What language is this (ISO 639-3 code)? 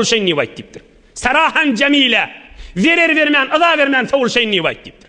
tuk